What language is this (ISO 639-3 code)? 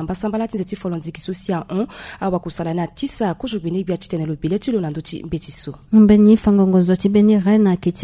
sag